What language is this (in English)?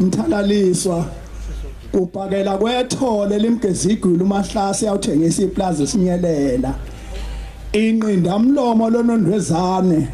Zulu